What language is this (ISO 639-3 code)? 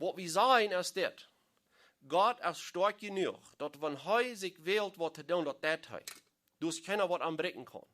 pdt